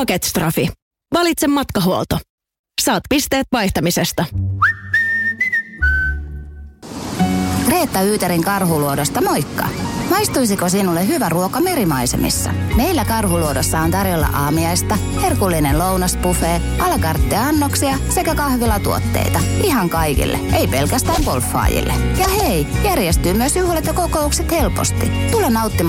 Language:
Finnish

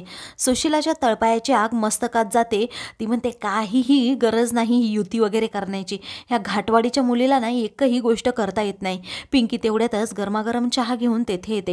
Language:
Marathi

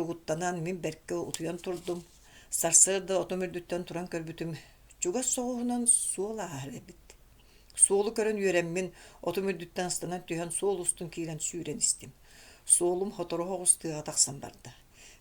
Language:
Yakut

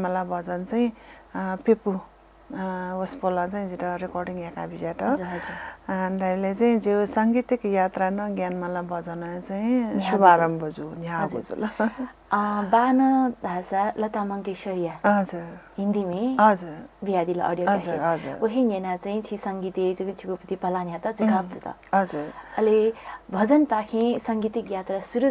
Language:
Newari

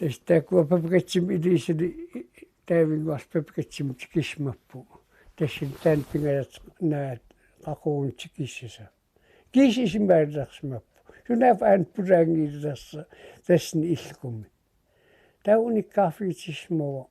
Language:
Kalaallisut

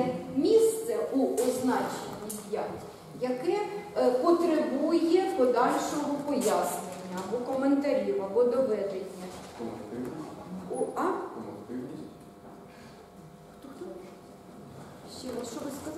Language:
Ukrainian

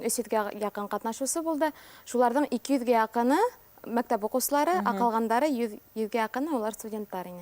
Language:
Bashkir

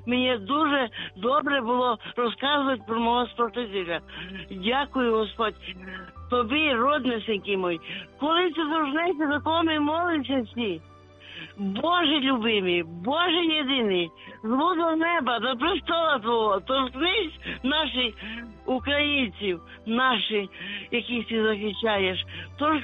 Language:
Ukrainian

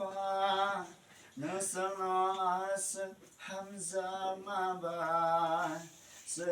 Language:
Kok Borok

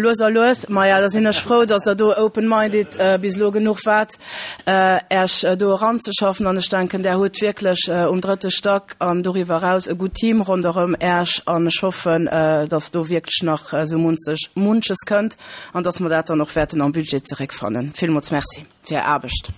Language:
Luxembourgish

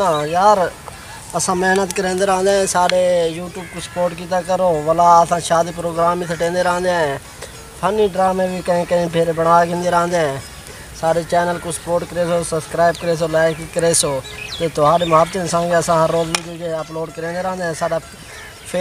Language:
Saraiki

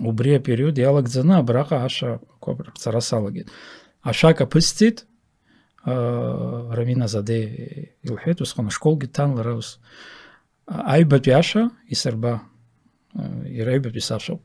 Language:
Abkhazian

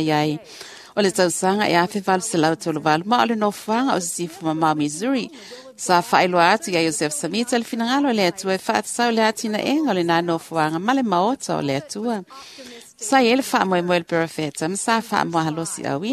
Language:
Samoan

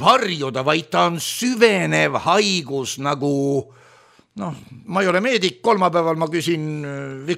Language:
Estonian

